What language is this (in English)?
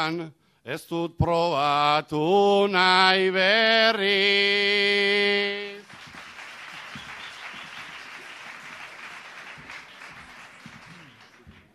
Basque